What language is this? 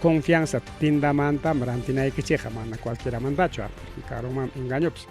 Ayacucho Quechua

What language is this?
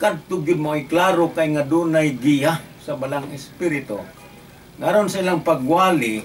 Cebuano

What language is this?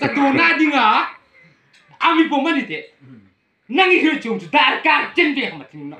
Hmar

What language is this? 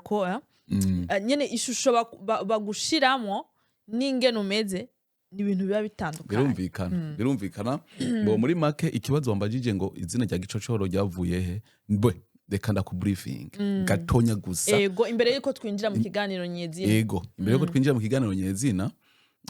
Rundi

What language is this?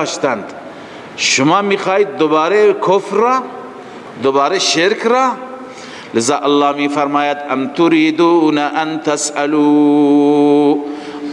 Persian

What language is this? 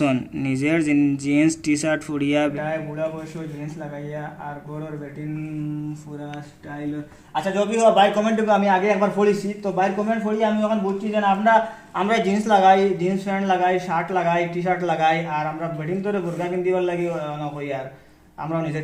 Sylheti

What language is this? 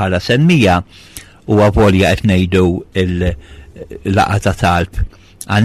Maltese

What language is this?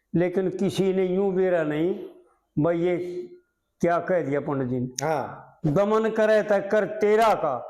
Haryanvi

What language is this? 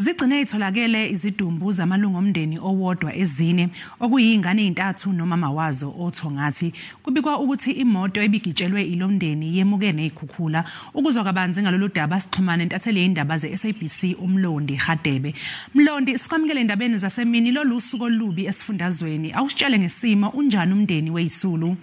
Zulu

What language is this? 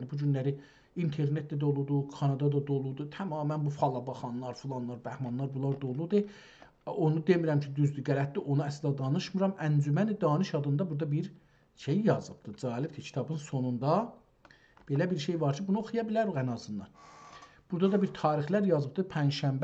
South Azerbaijani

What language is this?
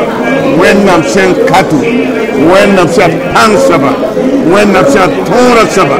Mossi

